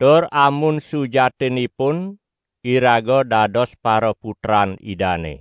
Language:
Balinese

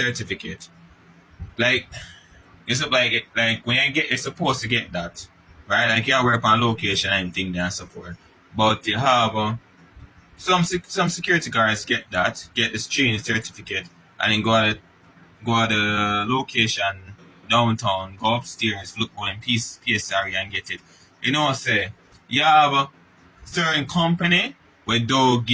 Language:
Jamaican Creole English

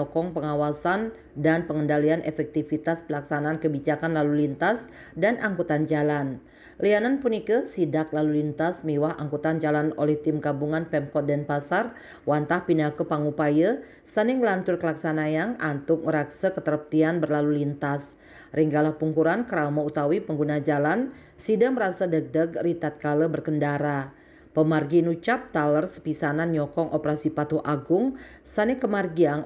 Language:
Balinese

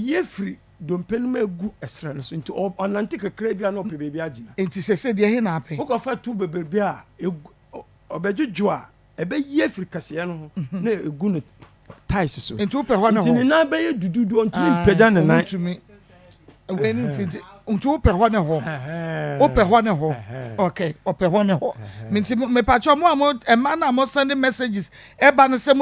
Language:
Akan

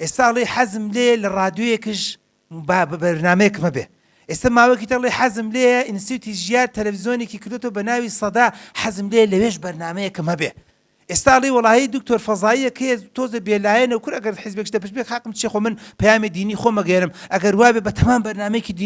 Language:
Central Kurdish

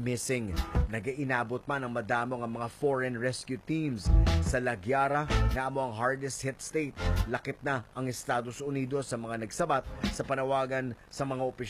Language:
Hiligaynon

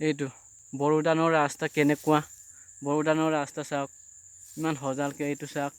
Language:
Assamese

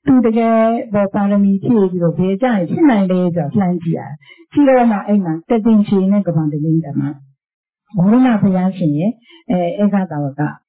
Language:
Burmese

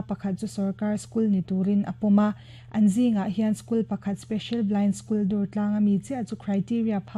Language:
Mizo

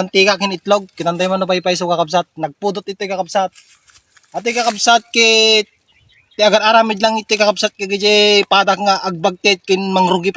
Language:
Iloko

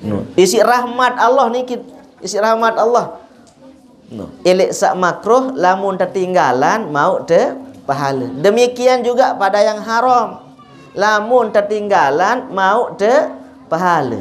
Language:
Sasak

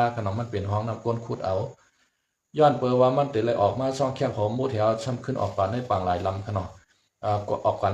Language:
Shan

